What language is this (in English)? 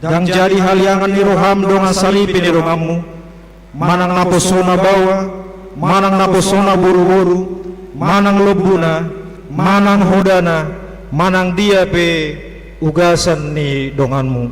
Batak Toba